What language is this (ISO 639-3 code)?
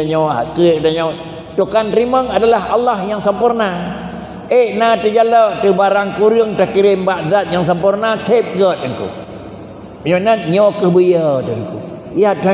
ace